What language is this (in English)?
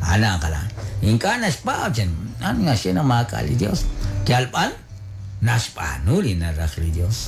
Kekchí